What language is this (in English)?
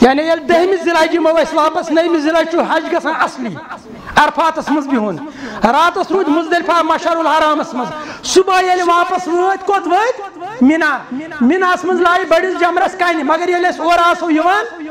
Kashmiri